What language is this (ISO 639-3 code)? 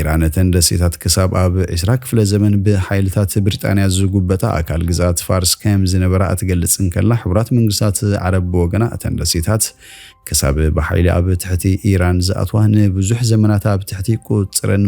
tir